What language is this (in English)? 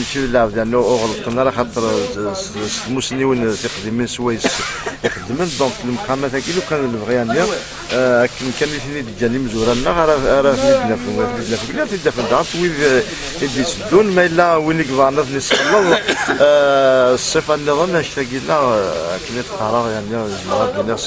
Kabyle